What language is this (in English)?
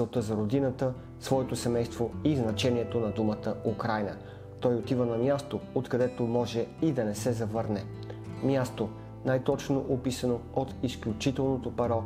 Bulgarian